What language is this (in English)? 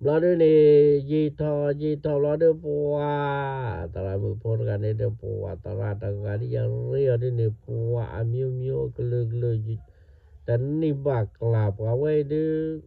S'gaw Karen